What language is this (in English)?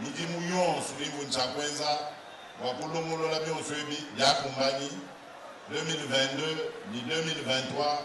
Luba-Lulua